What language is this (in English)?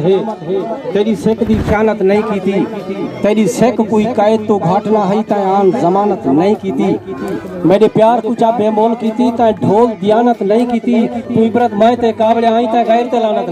Saraiki